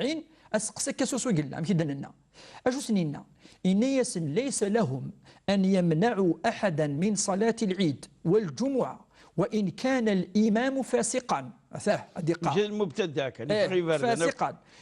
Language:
Kabyle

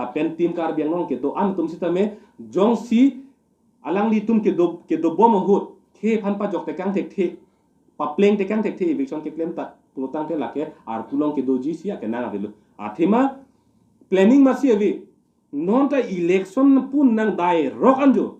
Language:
Karbi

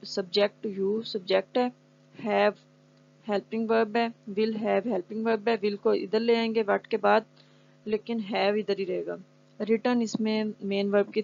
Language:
Urdu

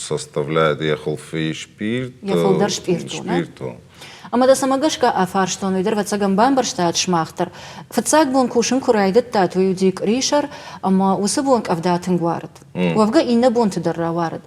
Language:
Ossetic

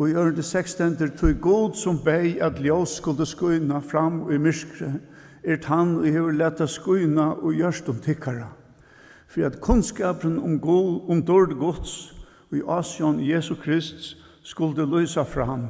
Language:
Faroese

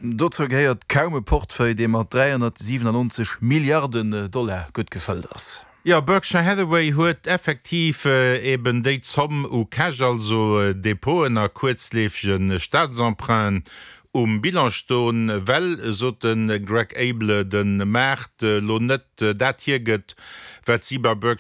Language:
Luxembourgish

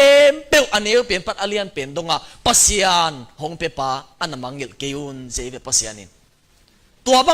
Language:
Tedim Chin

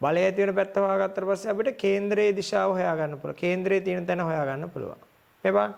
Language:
Sinhala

